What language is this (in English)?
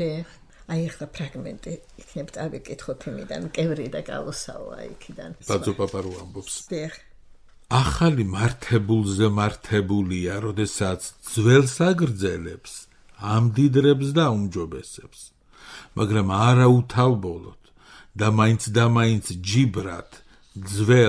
Georgian